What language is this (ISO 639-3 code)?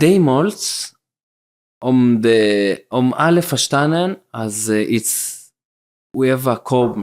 yid